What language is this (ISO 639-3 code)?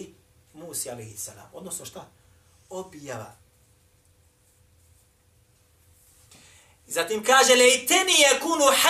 bos